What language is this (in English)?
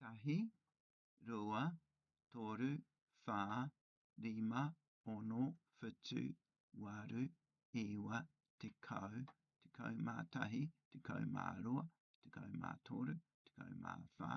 Māori